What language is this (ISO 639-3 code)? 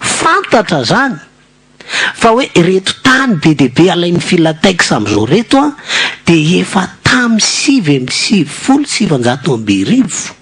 mlg